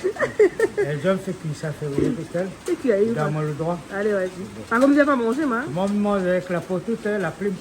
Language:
Réunion Creole French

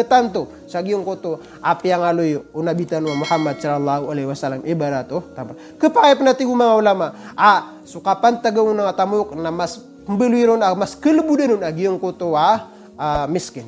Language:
Maranao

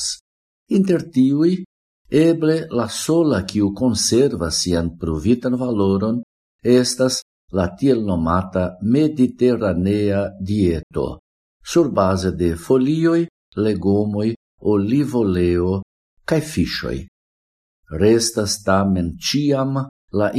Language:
Esperanto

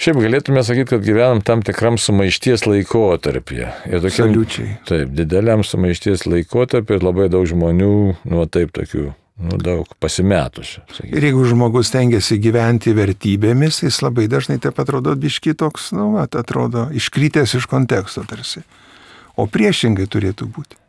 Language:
Lithuanian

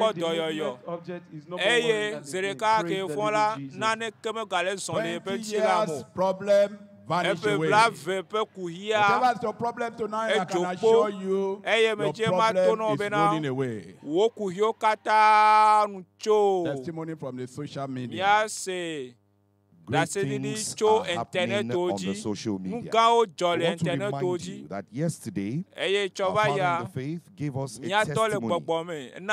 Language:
Ewe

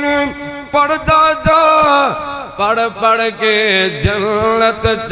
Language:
Urdu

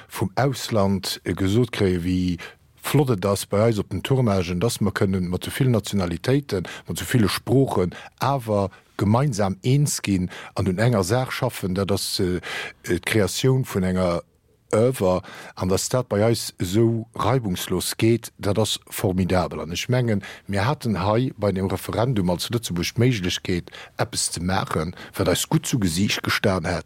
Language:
Luxembourgish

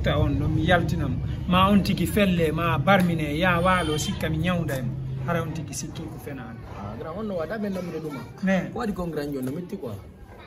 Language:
Fula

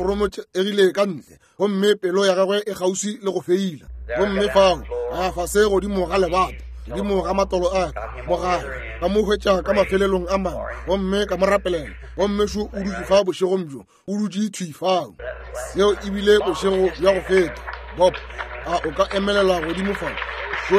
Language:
Northern Sotho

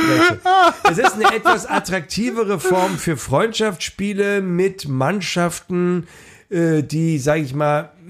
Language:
German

